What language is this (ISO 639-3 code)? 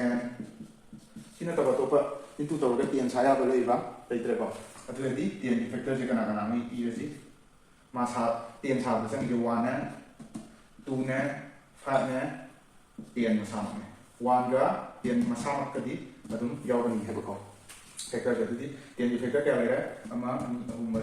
mni